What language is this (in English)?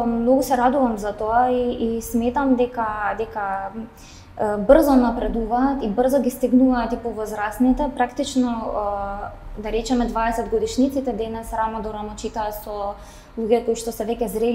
Macedonian